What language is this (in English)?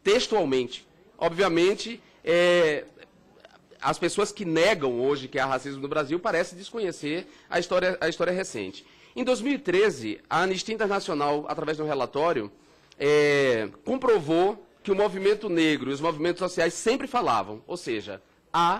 Portuguese